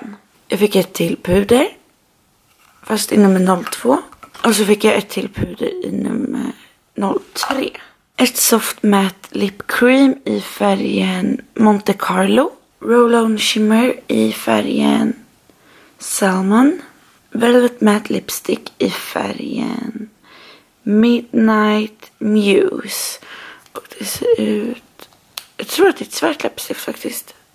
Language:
Swedish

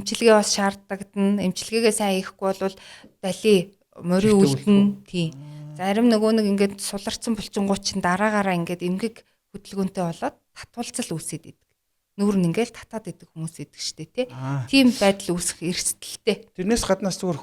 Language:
Mongolian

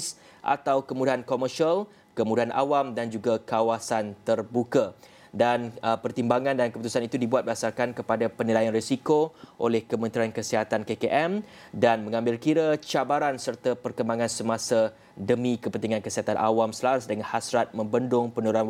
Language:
Malay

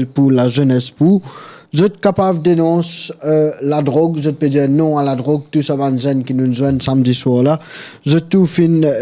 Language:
Morisyen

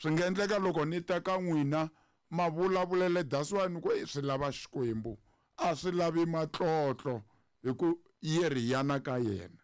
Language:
Tsonga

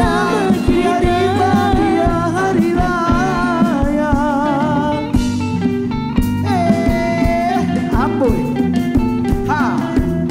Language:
Malay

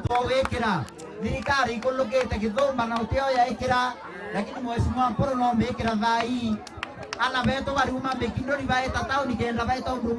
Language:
Meru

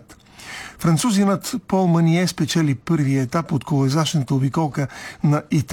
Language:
Bulgarian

